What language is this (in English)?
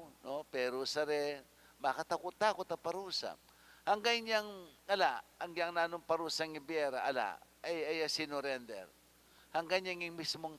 Pampanga